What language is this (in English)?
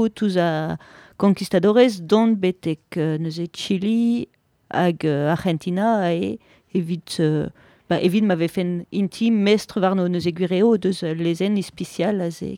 Breton